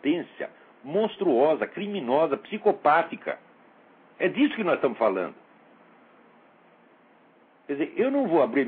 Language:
Portuguese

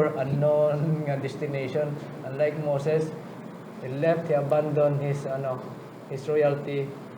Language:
Hiligaynon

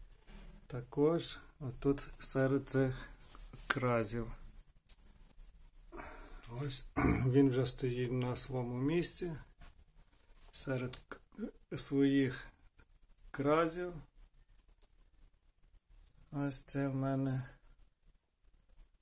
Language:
Ukrainian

